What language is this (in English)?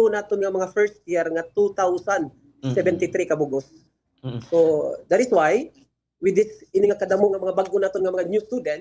Waray